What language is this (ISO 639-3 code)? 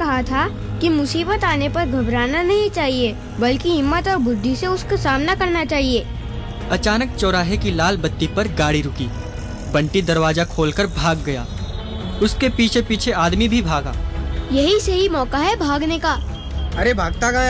hin